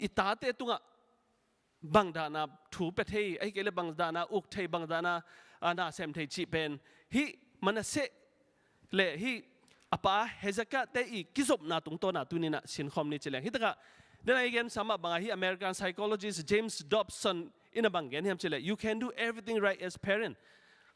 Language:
Tedim Chin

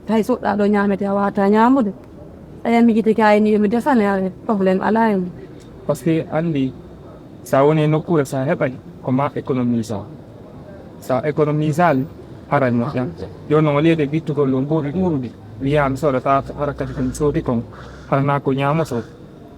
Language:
Fula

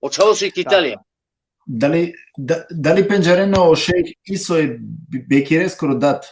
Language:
Balkan Romani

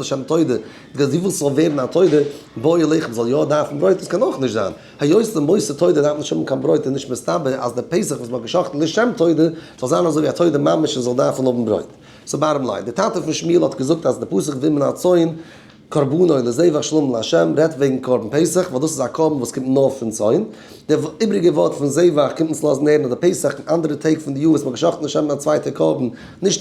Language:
Yiddish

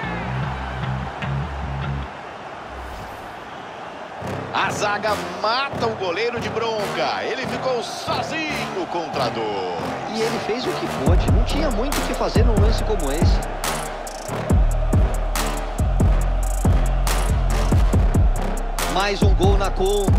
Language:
Portuguese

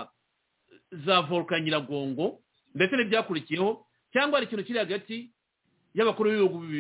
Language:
Kinyarwanda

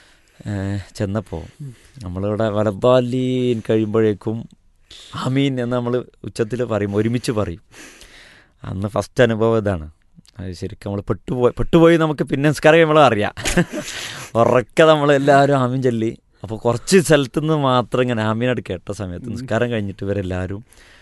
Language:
Malayalam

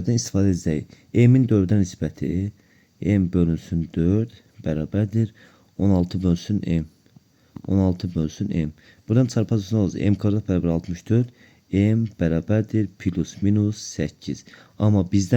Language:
Azerbaijani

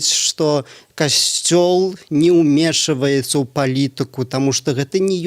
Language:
Belarusian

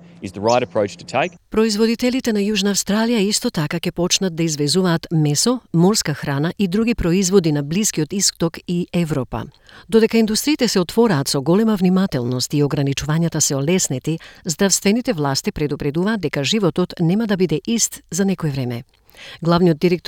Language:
Macedonian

